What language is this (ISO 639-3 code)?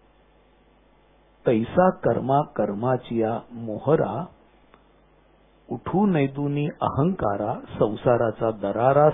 mar